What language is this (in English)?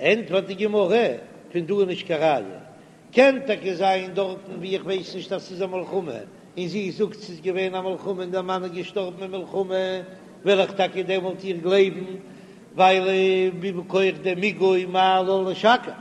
Yiddish